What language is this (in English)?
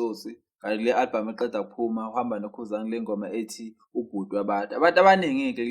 Zulu